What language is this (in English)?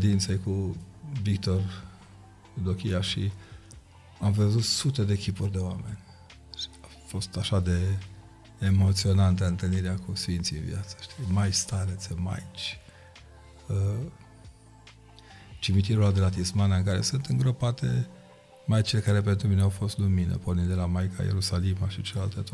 Romanian